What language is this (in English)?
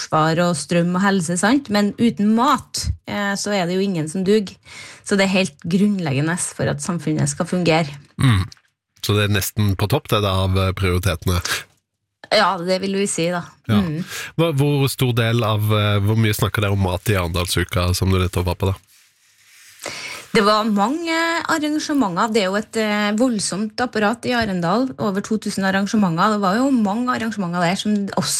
Norwegian